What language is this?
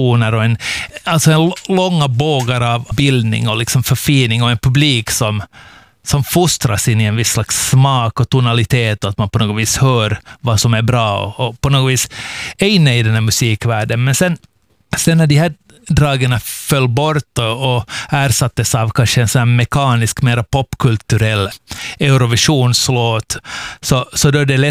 Swedish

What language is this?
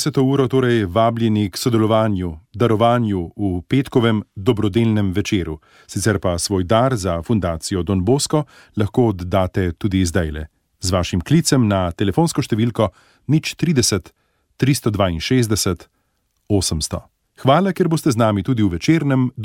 Slovenian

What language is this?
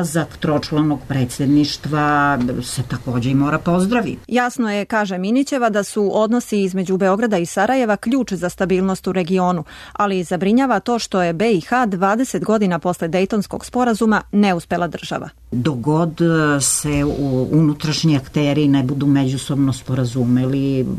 Serbian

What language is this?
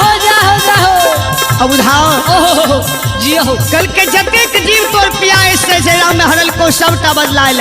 Maithili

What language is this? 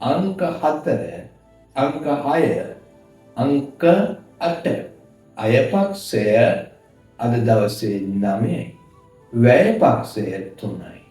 Sinhala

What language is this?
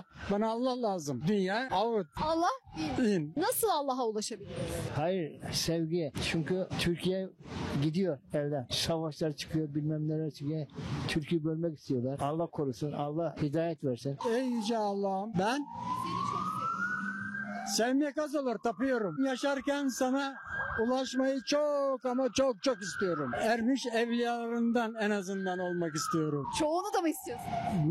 Turkish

